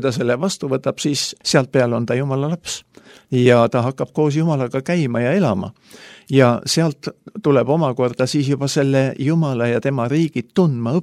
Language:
Estonian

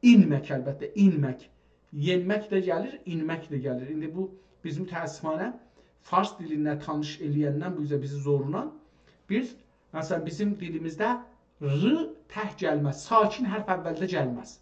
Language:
South Azerbaijani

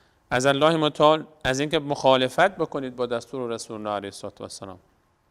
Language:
Persian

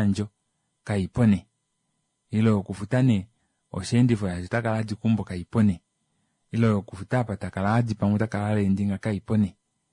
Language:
Kuanyama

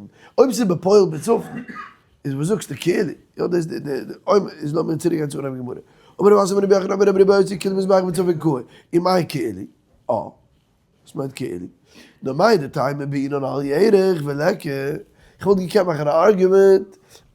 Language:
Yiddish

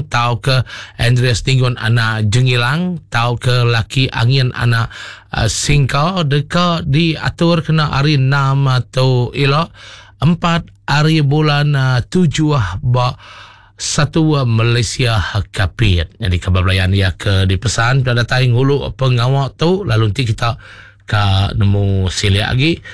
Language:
Iban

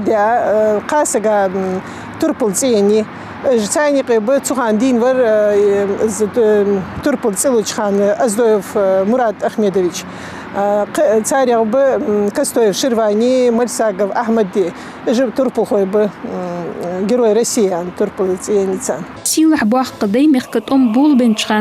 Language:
Ingush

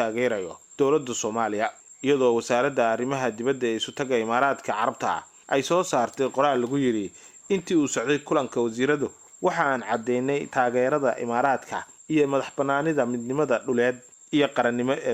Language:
Somali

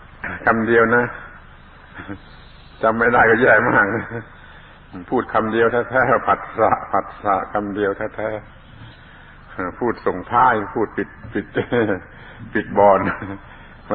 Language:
Thai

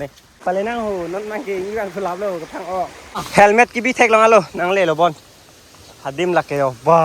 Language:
Karbi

